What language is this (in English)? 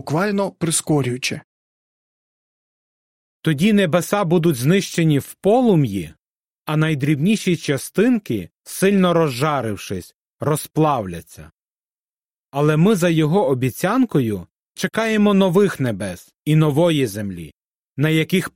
Ukrainian